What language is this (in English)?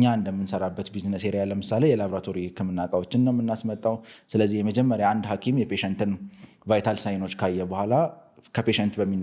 Amharic